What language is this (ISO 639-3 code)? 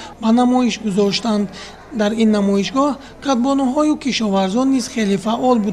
tgk